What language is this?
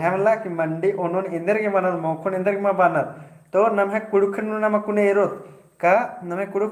Kurukh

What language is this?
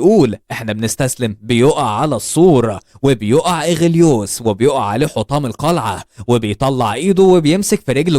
Egyptian Arabic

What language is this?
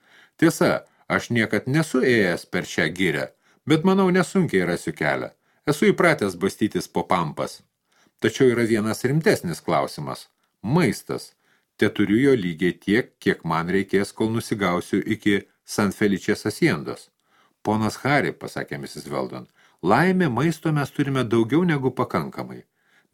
Lithuanian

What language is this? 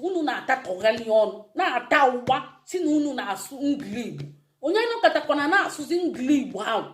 Igbo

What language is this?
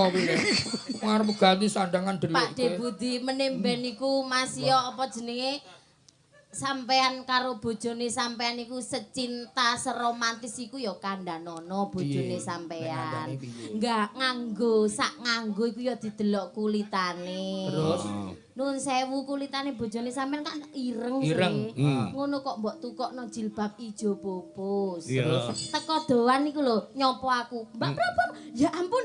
Javanese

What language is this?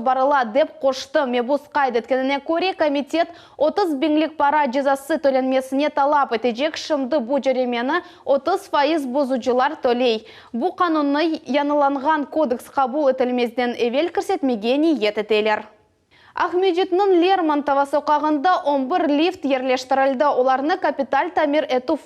Crimean Tatar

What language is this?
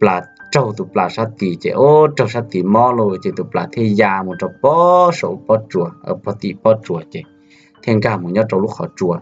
Hmong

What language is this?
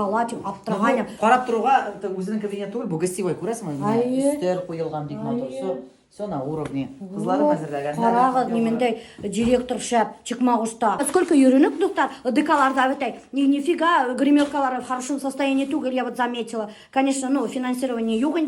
Bashkir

